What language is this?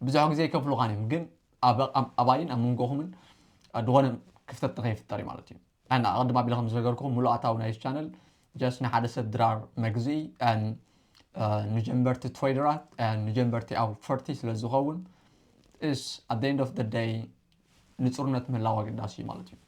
Tigrinya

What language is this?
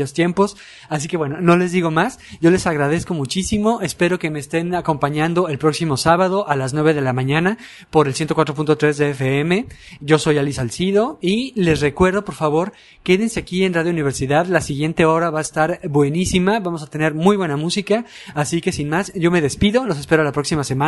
Spanish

